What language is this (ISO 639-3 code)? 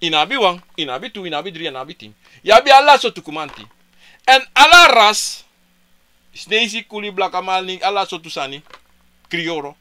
srn